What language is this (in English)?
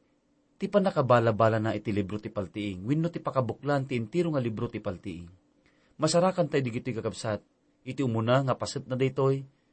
Iloko